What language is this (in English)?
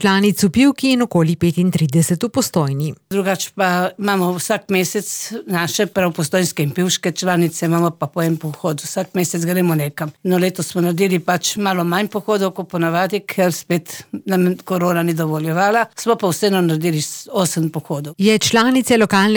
Slovenian